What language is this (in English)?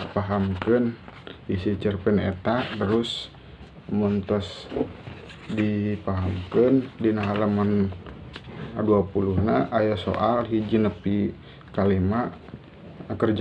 Sundanese